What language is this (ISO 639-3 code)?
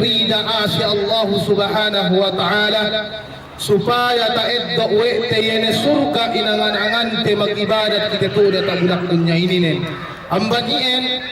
yka